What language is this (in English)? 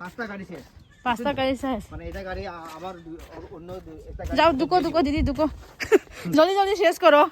Manipuri